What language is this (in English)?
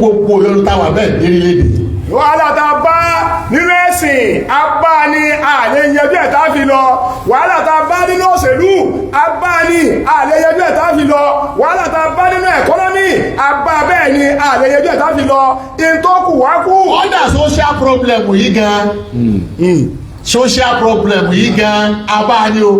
Yoruba